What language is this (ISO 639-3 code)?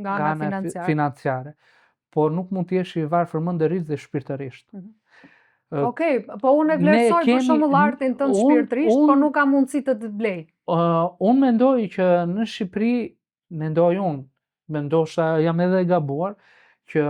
sqi